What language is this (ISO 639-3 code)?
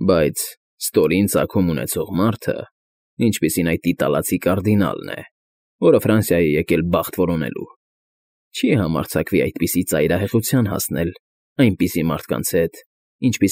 hye